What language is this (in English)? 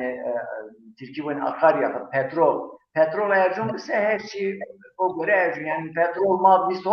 Zaza